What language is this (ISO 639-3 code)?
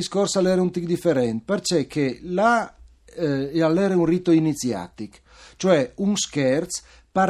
fur